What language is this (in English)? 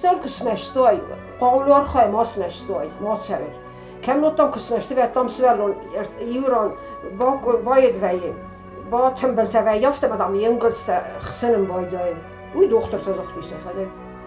Ossetic